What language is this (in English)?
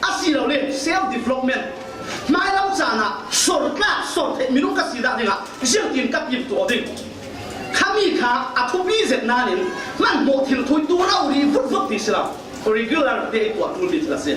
Falam Chin